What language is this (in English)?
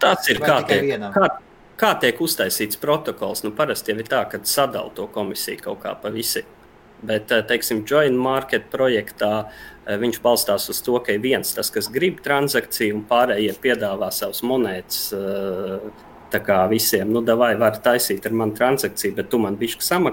Latvian